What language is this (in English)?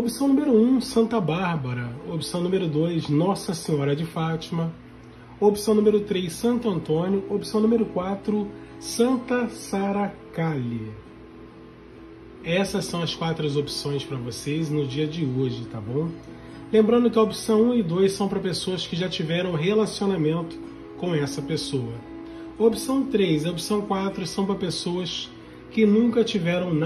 Portuguese